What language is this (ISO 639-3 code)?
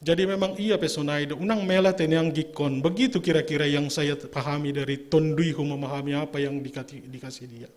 bts